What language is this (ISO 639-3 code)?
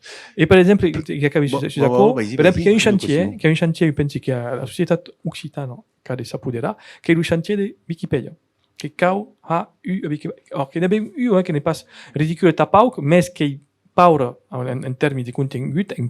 oci